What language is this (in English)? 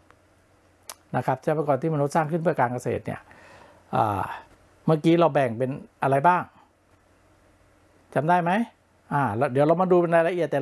Thai